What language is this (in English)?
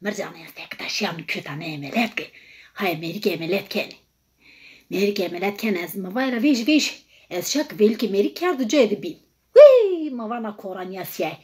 Zaza